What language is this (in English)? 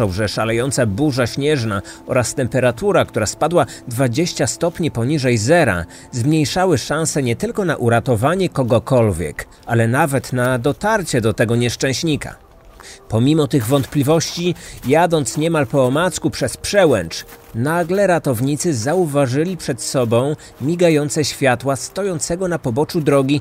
Polish